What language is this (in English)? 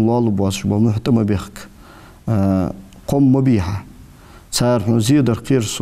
Ingush